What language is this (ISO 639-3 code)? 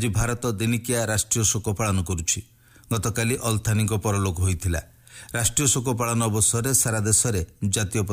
ori